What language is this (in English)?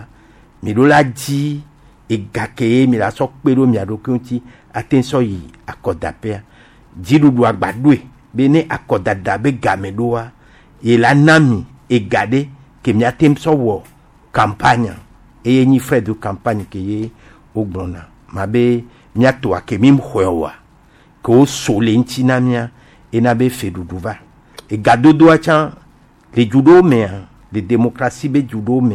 Gen